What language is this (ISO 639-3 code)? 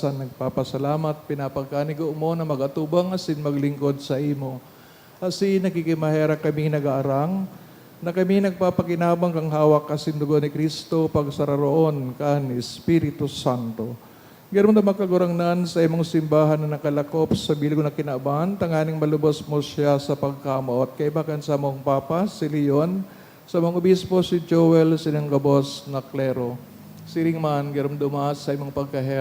bik